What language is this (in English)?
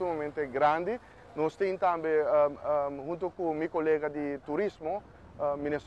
Papiamento